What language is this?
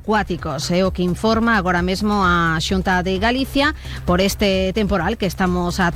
Galician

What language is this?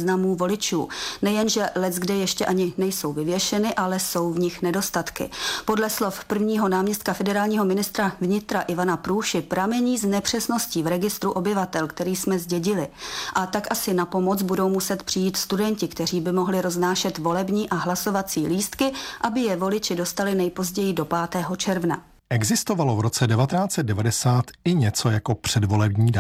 Czech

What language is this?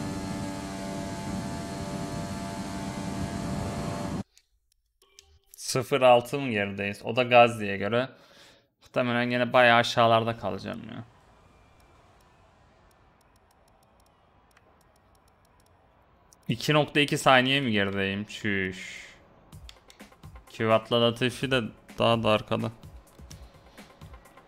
Turkish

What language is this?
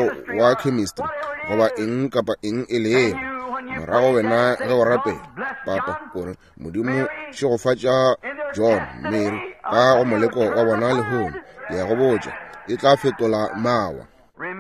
Northern Sotho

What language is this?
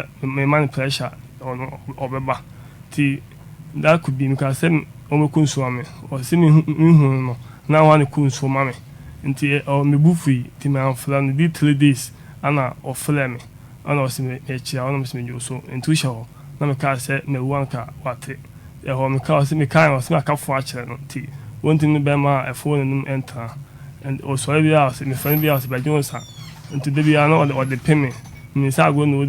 Akan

